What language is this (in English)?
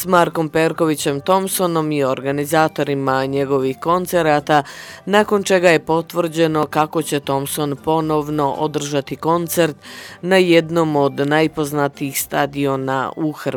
Croatian